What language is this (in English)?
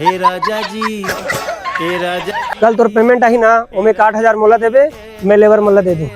Chhattisgarhi